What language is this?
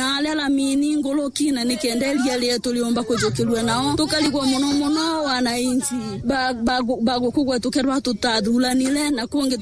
Meru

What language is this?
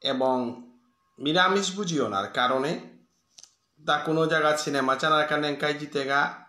Bishnupriya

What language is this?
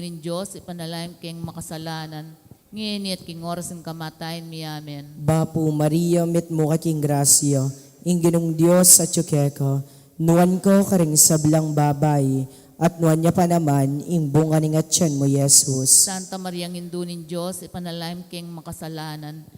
Pampanga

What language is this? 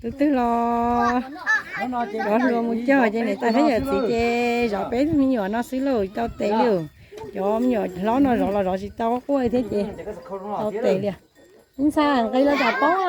Hmong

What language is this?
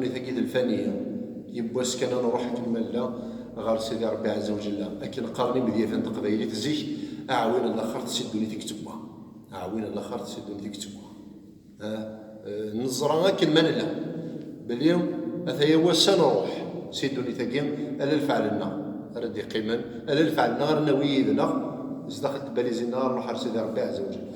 Kabyle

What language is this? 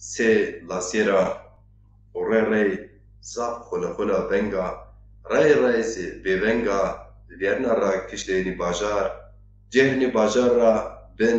Zaza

